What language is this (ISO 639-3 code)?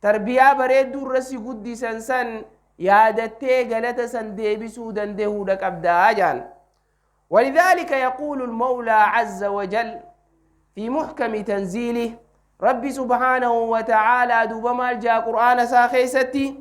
orm